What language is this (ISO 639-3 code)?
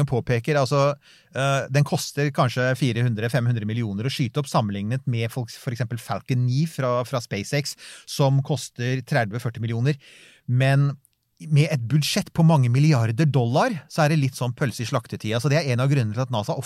nor